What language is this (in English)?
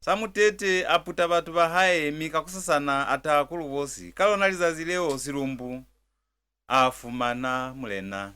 Lozi